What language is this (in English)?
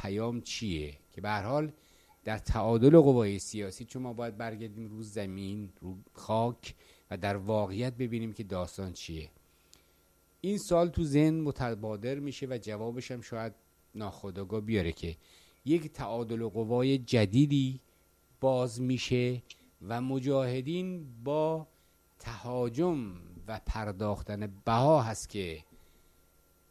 Persian